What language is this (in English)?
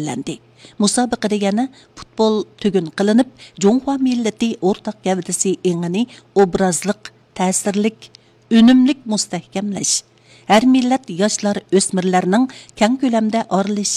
Uyghur